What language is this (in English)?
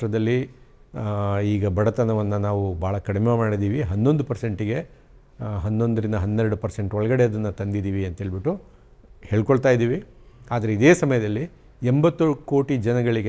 Kannada